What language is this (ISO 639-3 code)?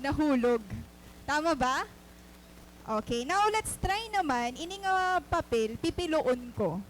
war